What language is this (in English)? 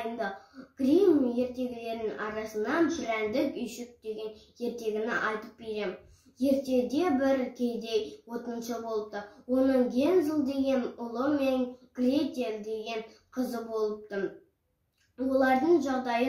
Kazakh